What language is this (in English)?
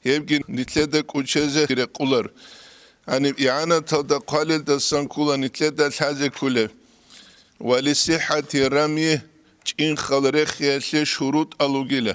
Avaric